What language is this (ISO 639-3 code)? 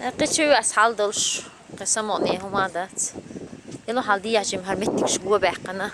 che